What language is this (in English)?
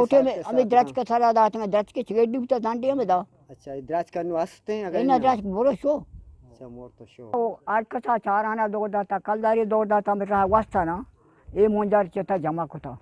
Eastern Balochi